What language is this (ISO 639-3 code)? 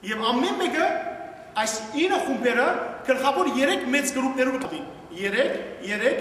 hyw